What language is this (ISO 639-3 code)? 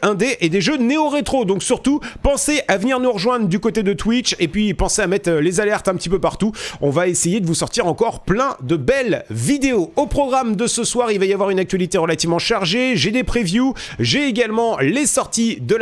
fra